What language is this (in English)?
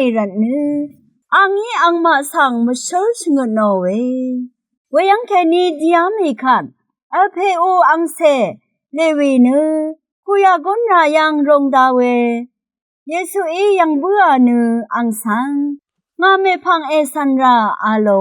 Rawang